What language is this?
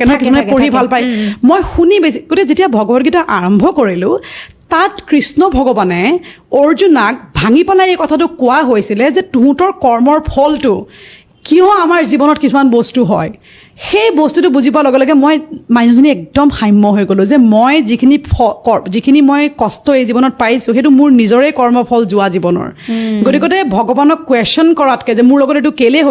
Assamese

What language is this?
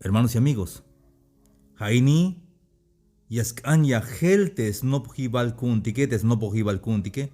Tzeltal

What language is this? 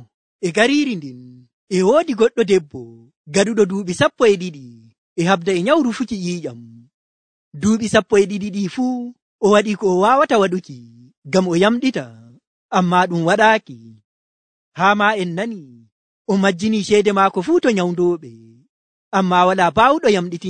Nigerian Fulfulde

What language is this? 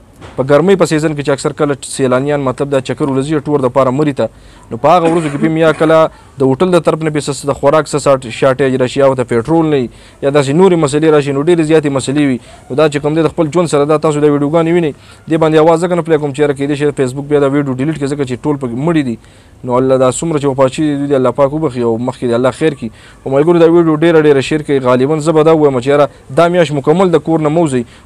Pashto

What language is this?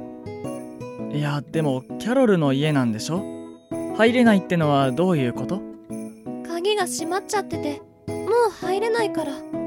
Japanese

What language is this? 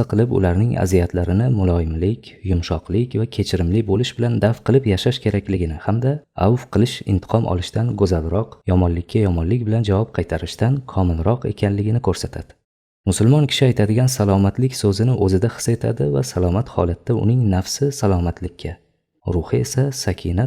Uzbek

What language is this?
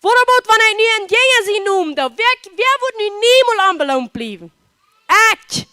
Plautdietsch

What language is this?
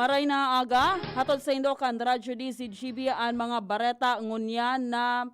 Bikol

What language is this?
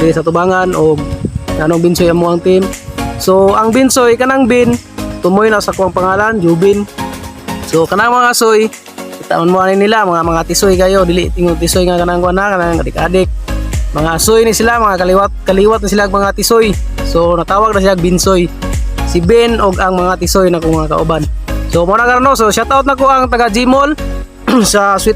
Cebuano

